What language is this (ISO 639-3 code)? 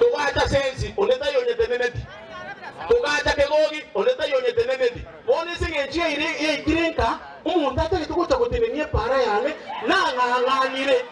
guz